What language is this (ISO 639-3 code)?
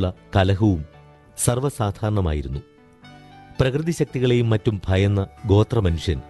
mal